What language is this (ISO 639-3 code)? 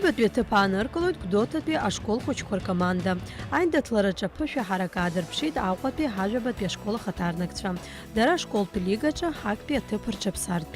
abk